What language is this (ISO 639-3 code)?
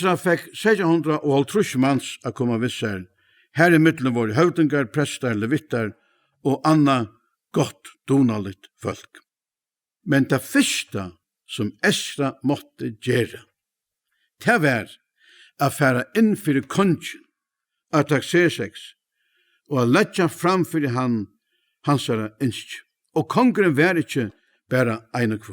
fao